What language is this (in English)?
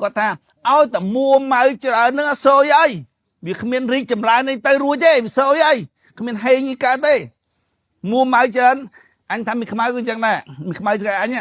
Khmer